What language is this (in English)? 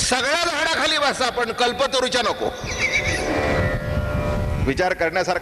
Marathi